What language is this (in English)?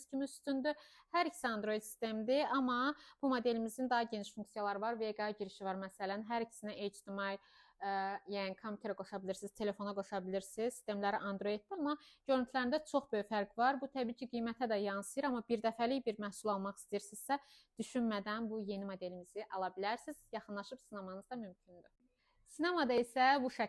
Azerbaijani